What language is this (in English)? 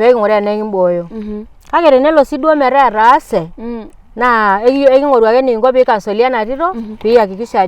Masai